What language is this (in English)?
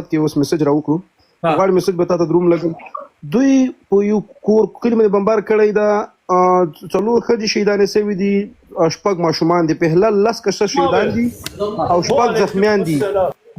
Pashto